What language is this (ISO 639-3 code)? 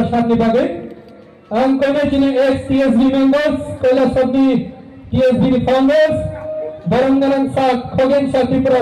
trp